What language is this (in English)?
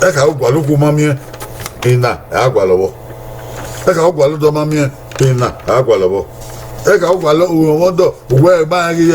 Bini